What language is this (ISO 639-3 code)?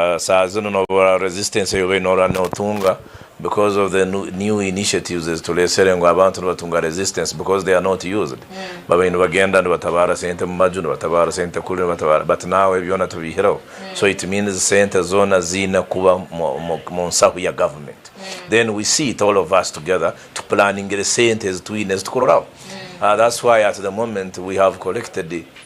nyn